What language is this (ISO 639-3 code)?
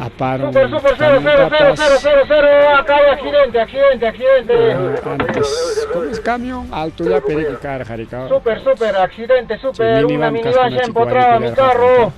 quy